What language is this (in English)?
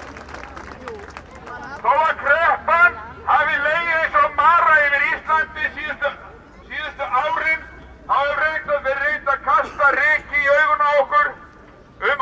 Icelandic